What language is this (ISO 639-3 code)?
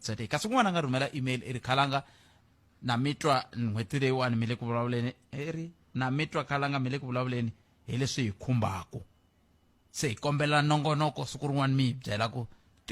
tso